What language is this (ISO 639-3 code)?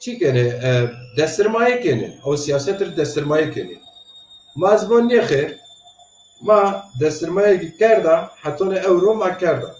zza